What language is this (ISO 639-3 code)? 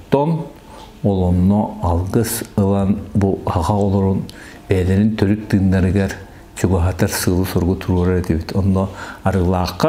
sah